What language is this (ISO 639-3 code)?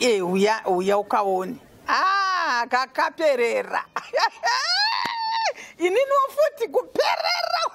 sna